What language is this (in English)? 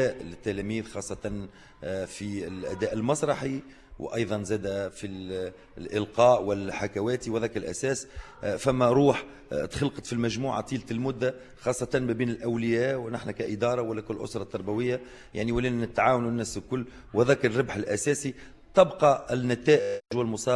Tunisian Arabic